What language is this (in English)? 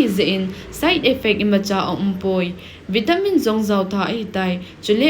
Thado Chin